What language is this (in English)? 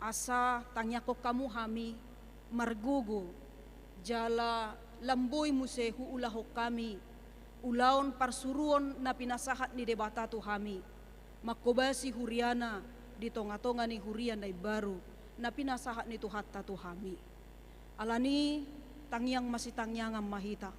Batak Toba